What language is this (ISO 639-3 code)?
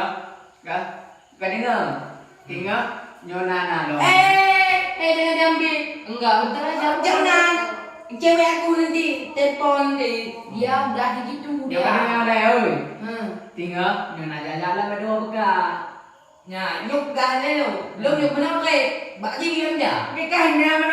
ace